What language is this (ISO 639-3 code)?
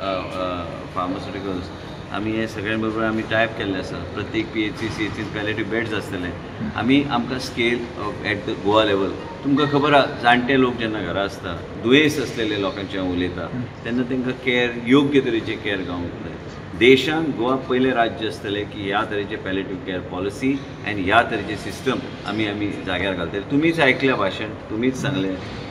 kok